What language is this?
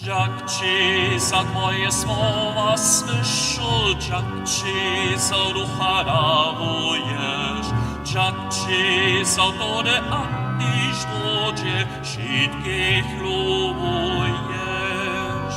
Upper Sorbian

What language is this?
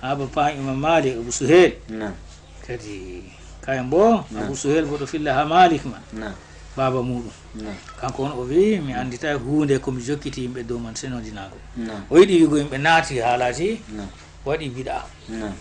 Fula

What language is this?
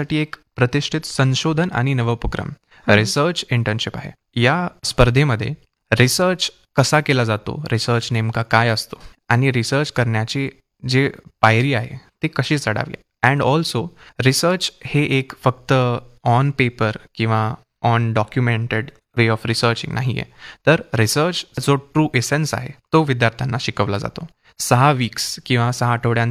Marathi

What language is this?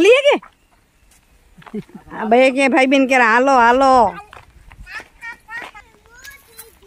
Gujarati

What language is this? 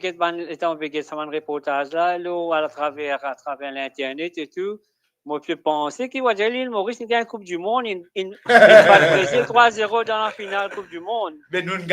Morisyen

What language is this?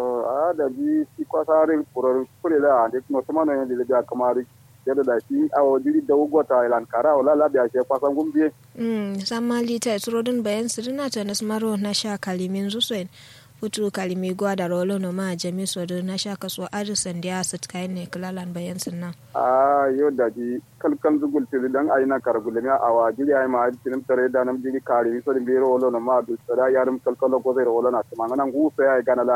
Kanuri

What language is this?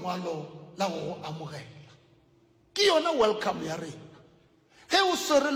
Northern Sotho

